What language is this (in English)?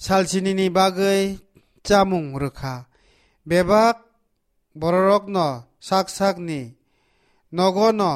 Kok Borok